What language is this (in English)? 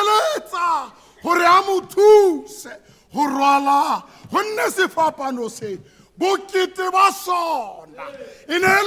Tswana